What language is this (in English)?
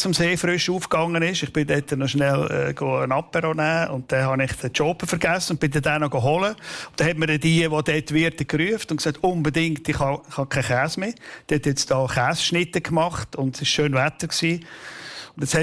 Swiss German